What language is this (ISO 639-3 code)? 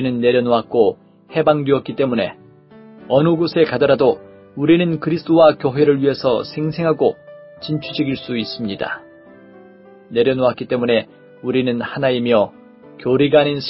kor